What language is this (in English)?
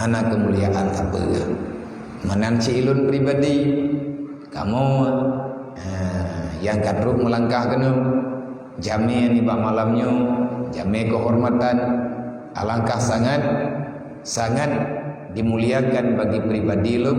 Achinese